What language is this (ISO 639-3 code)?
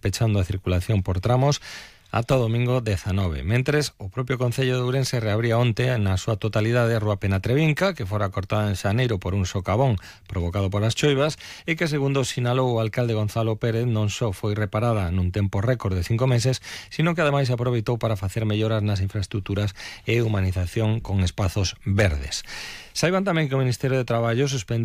glg